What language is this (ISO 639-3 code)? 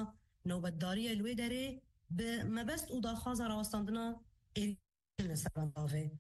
kur